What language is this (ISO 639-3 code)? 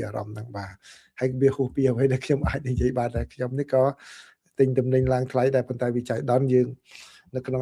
khm